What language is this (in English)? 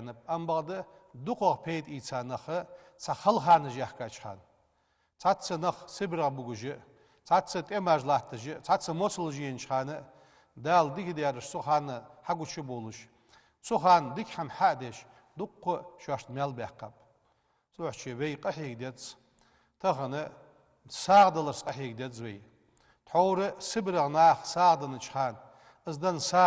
Ingush